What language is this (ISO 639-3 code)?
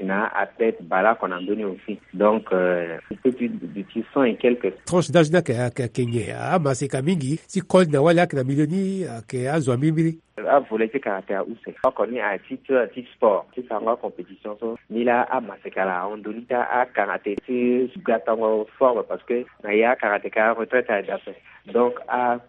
sag